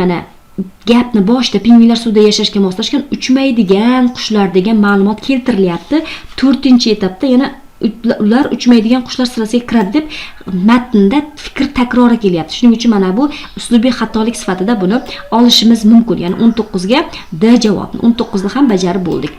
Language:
Uzbek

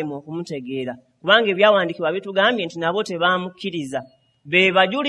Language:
Ganda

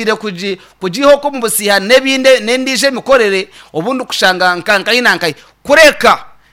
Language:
Nyankole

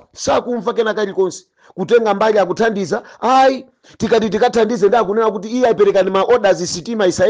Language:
Nyanja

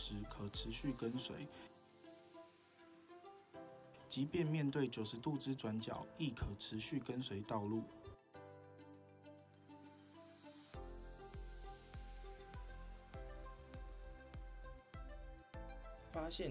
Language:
Chinese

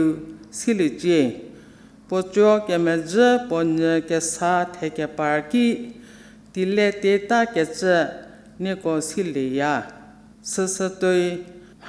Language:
Angami Naga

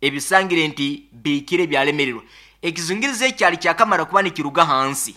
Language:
Nyoro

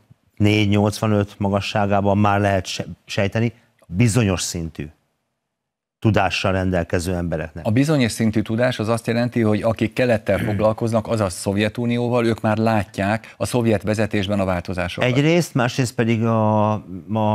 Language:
Hungarian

